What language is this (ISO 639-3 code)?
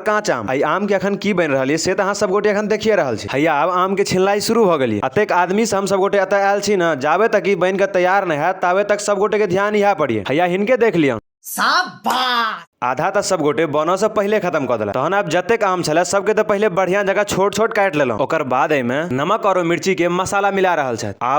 mai